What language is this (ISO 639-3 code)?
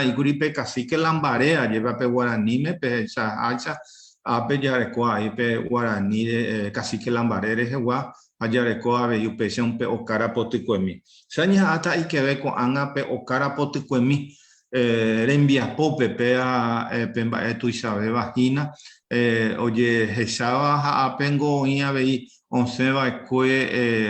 grn